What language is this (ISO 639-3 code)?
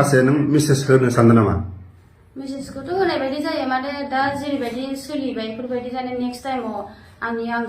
brx